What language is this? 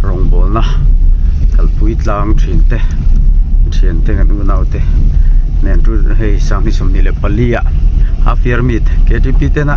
Mizo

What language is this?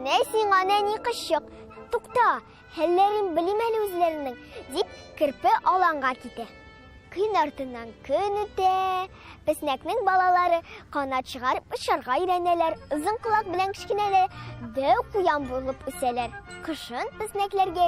Tatar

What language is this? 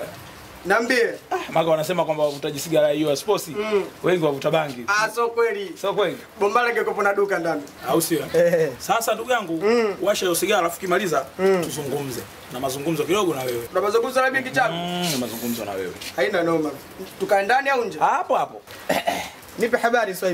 Swahili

